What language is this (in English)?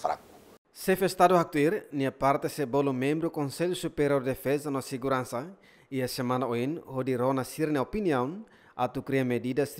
Tetum